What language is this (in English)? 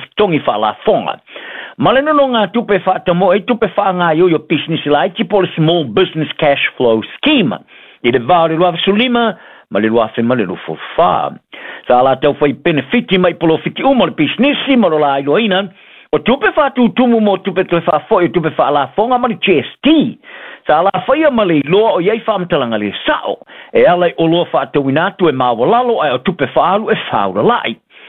Samoan